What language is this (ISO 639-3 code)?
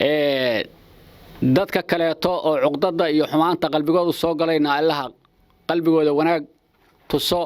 som